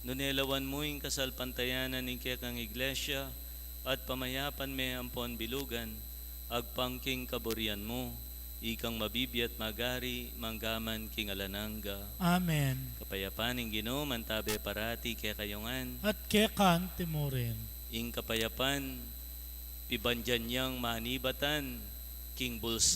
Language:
Pampanga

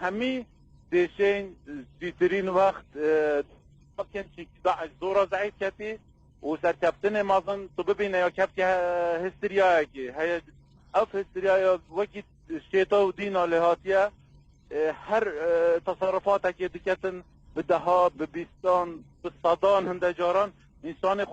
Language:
Kurdish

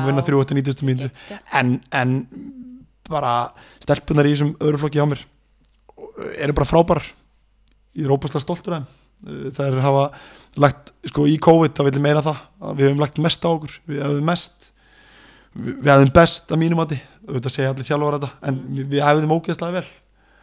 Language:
Icelandic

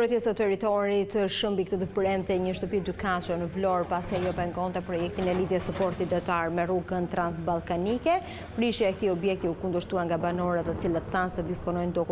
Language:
Albanian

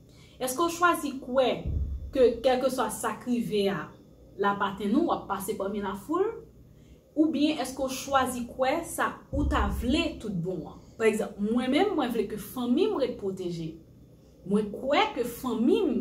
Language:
Haitian Creole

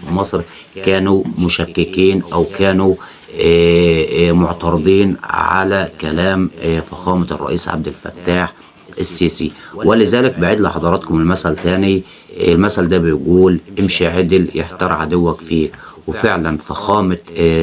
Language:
Egyptian Arabic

